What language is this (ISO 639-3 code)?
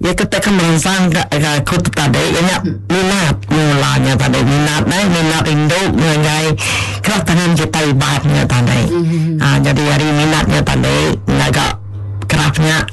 iba